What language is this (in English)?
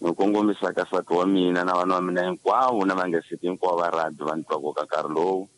Tsonga